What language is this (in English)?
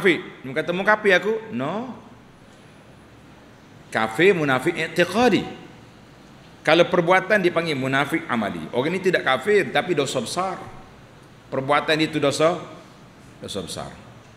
Malay